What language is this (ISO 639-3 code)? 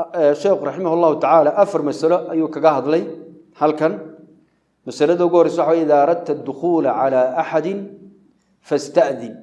som